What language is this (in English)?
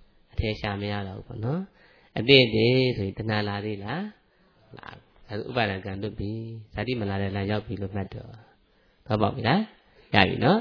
Burmese